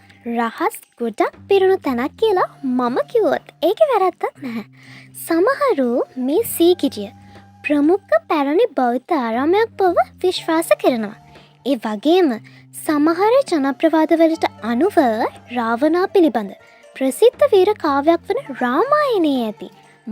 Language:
Sinhala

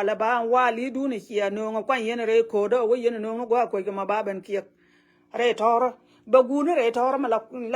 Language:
Nuer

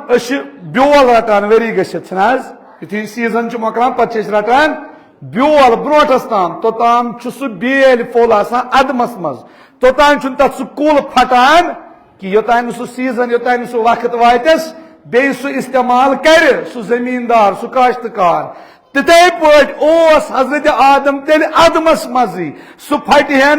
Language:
Kashmiri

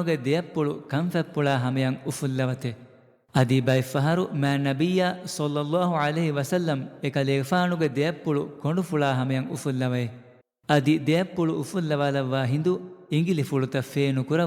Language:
Divehi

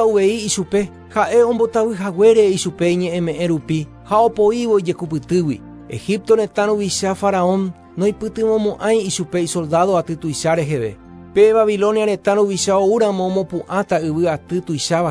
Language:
Guarani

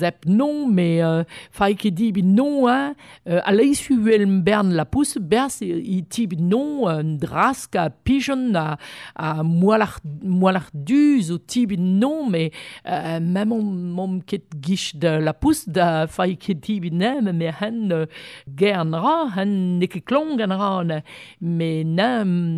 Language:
Breton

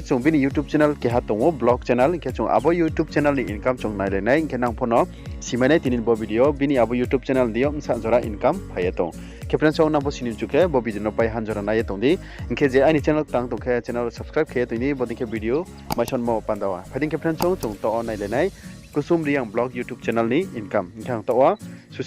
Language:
Riang (India)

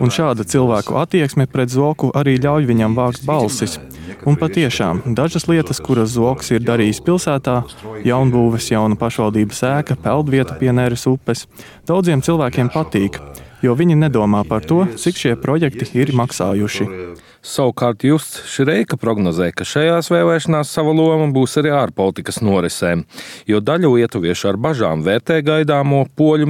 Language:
Latvian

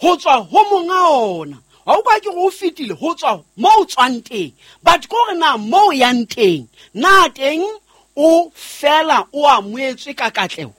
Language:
Southern Sotho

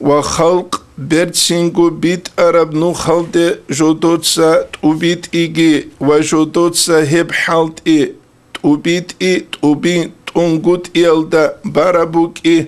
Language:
Avaric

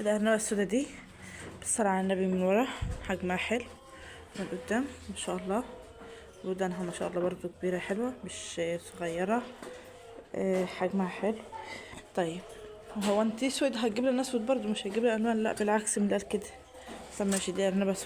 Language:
Egyptian Arabic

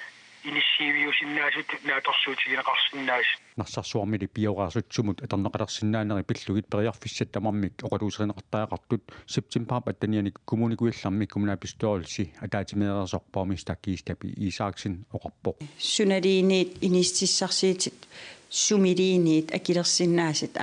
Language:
Kalaallisut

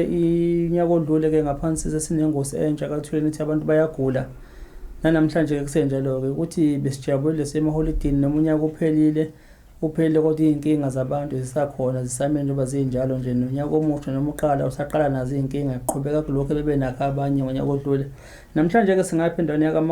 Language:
Zulu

